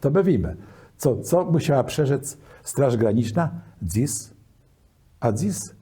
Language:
Kashubian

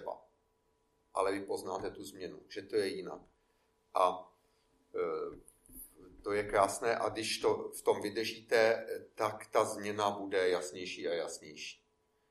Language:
Czech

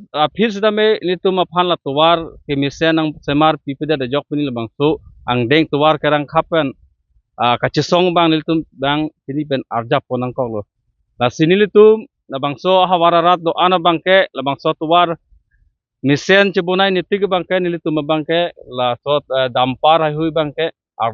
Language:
Karbi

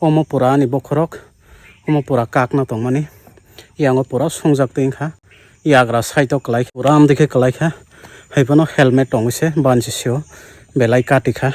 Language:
Kok Borok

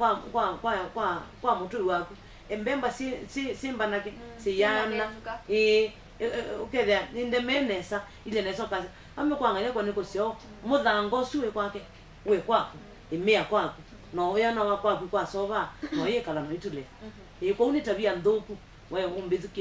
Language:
Kamba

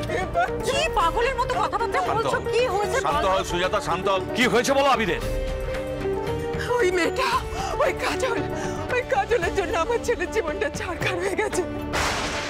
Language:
Bangla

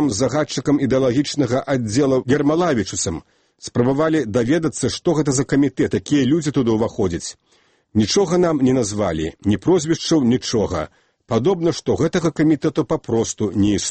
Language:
Belarusian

